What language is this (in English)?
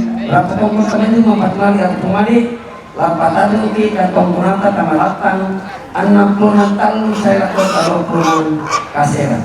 Toraja-Sa'dan